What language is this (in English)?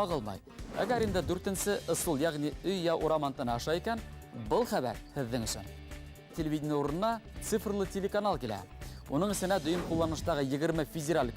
Bashkir